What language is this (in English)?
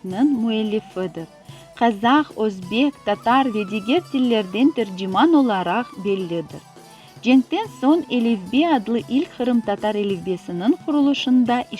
Crimean Tatar